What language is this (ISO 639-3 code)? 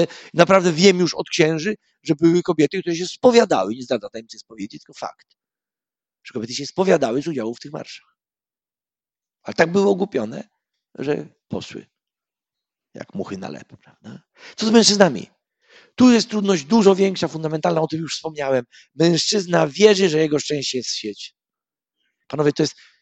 pol